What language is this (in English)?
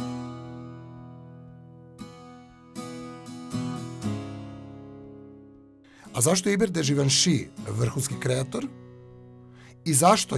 Serbian